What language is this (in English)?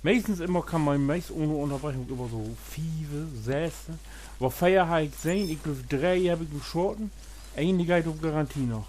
Low German